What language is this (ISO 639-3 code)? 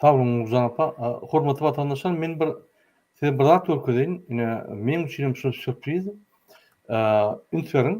tuk